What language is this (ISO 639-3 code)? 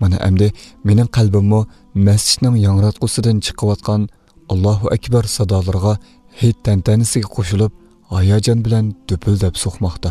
uig